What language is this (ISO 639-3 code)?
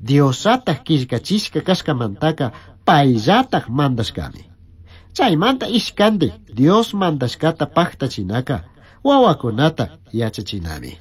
qug